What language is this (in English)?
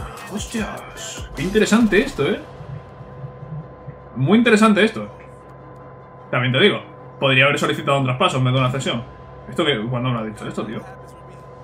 Spanish